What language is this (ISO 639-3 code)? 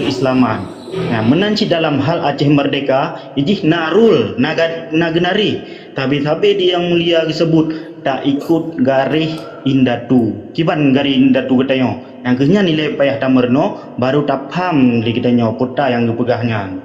ace